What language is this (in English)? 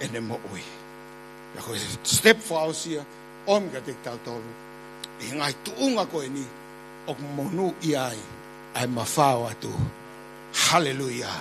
Tongan